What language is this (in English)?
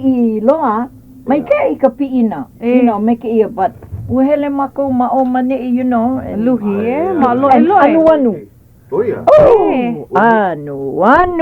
Hawaiian